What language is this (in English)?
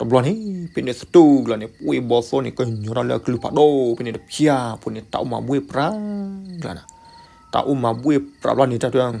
S'gaw Karen